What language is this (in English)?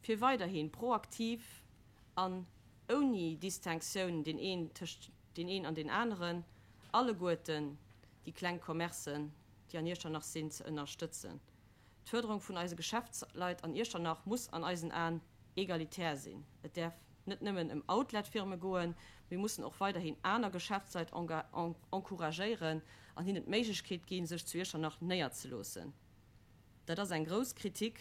Luxembourgish